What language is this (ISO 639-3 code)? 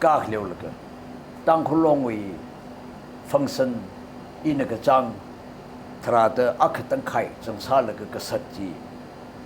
nmf